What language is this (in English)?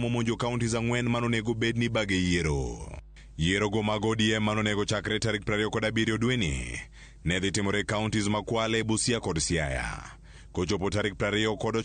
Luo (Kenya and Tanzania)